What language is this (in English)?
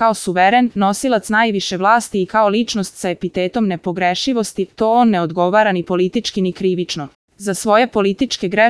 Serbian